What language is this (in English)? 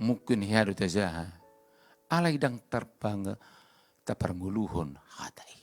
Batak Toba